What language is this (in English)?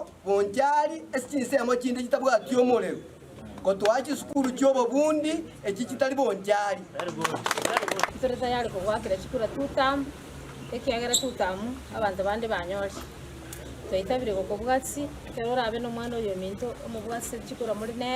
Gusii